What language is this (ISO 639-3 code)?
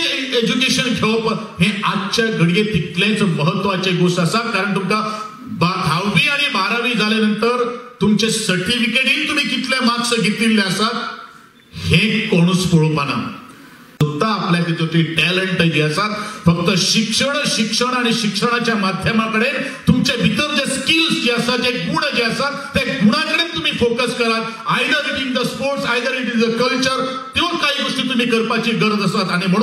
kok